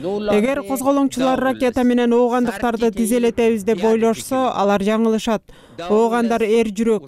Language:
Kyrgyz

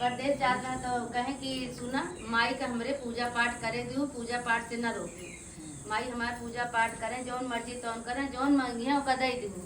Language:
Awadhi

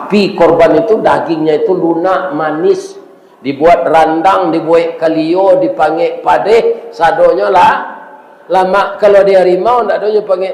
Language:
Minangkabau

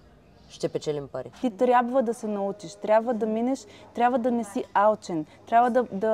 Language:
Bulgarian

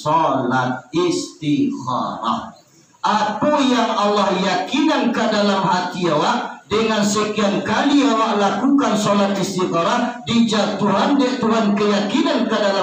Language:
Minangkabau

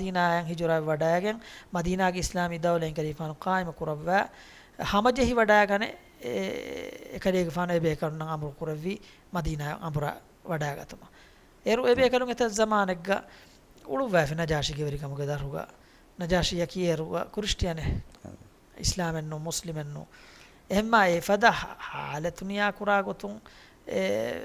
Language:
Divehi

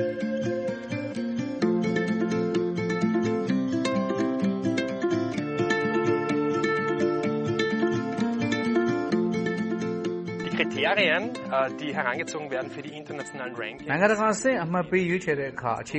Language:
Burmese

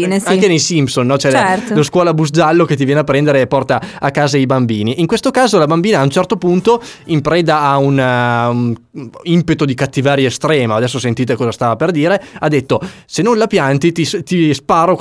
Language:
Italian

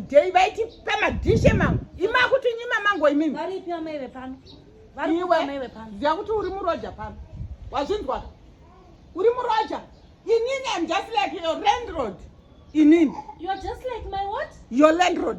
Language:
Shona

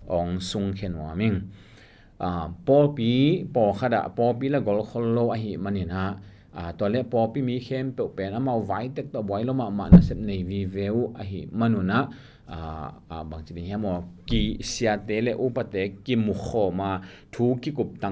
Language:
Tedim Chin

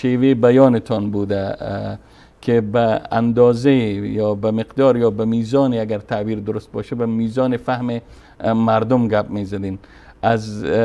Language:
Persian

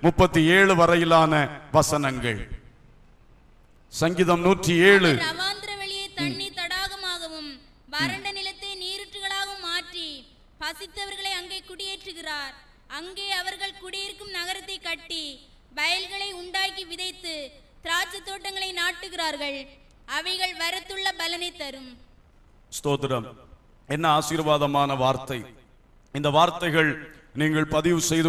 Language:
Tamil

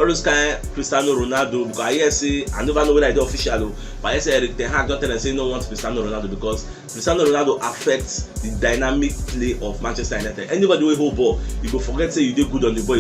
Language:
Nigerian Pidgin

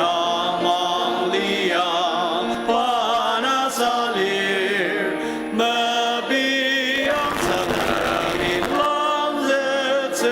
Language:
Ao Naga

